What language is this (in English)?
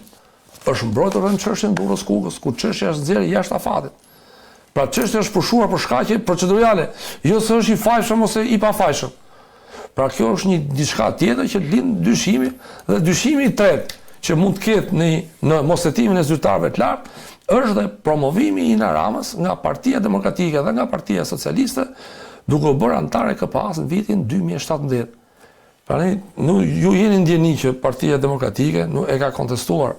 Albanian